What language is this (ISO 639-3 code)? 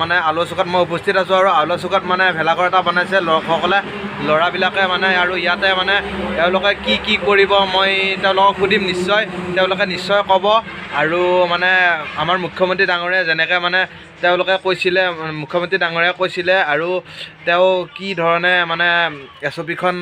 asm